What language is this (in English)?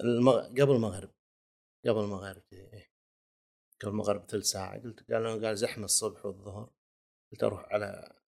Gulf Arabic